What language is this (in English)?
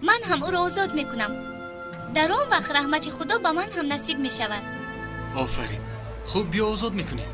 Tajik